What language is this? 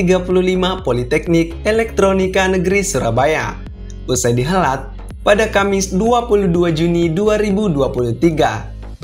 Indonesian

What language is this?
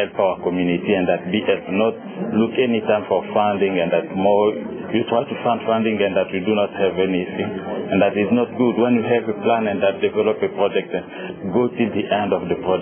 English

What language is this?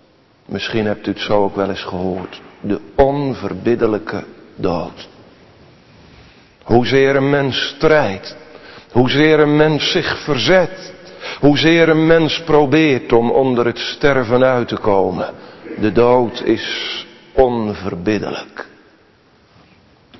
Dutch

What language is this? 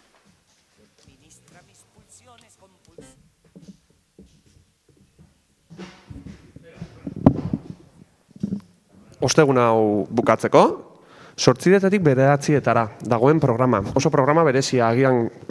Basque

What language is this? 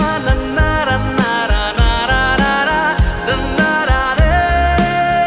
Marathi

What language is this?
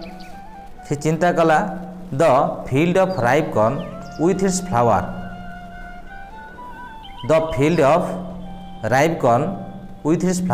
Odia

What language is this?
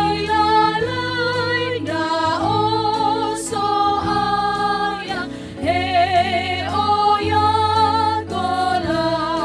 Nias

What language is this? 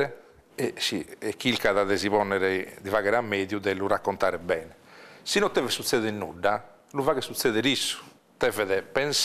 Sardinian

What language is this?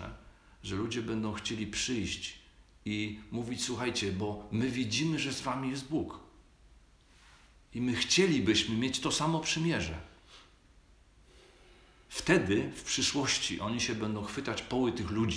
Polish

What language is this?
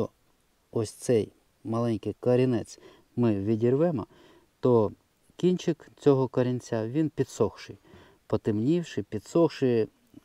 Ukrainian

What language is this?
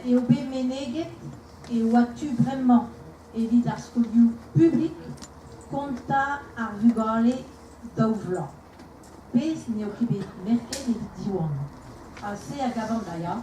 Breton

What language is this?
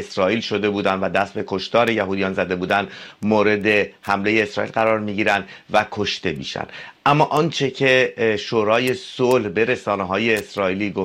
Persian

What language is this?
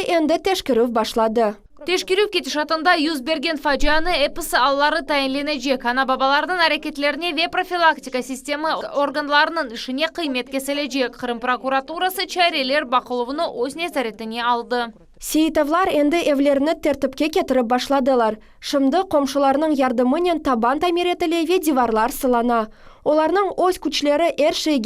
Crimean Tatar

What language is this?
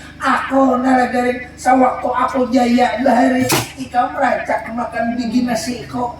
Banjar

